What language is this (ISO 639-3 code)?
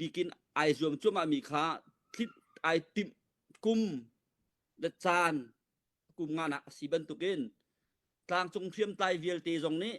cnh